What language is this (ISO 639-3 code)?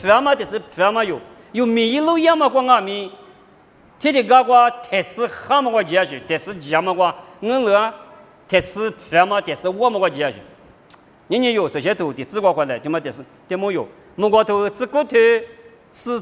lis